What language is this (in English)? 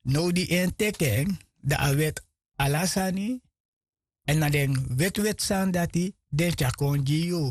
Sranan Tongo